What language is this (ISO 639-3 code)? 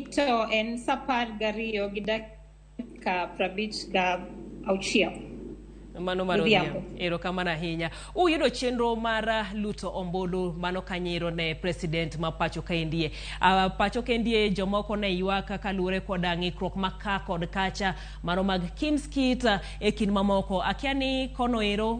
luo